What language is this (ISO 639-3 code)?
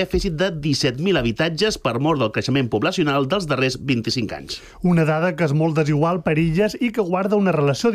cat